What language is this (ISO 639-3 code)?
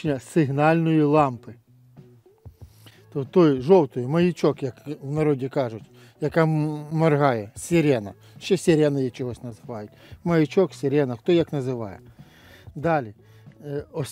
ukr